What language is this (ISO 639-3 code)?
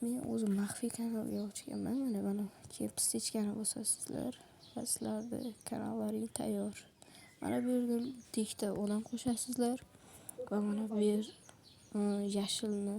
uzb